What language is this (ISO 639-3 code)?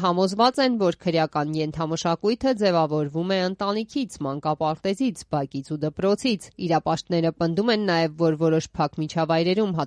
hye